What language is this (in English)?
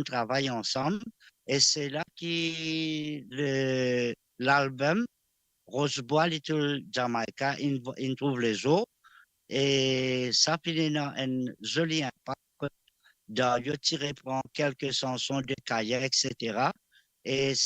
Morisyen